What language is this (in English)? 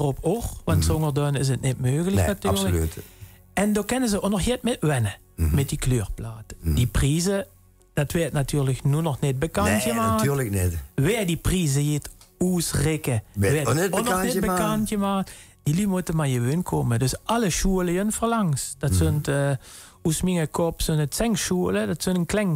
Limburgish